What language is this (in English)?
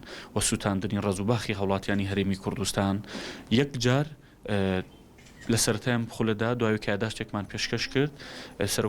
Central Kurdish